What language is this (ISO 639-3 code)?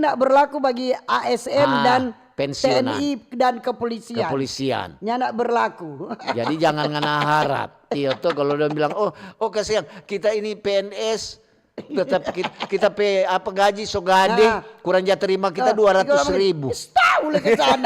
xmm